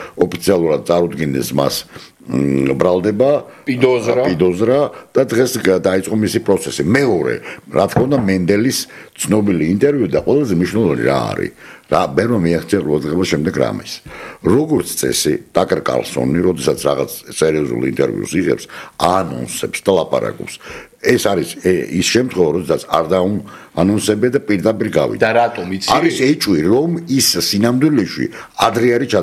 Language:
Georgian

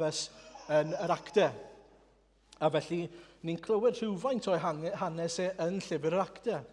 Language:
Welsh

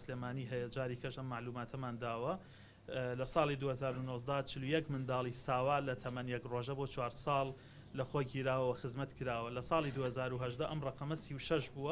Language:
Central Kurdish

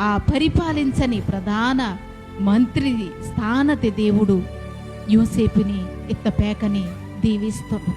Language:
Koya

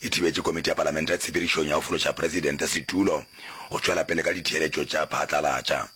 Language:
Northern Sotho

